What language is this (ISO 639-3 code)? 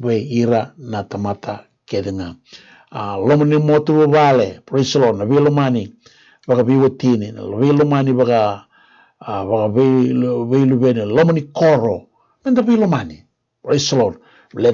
fij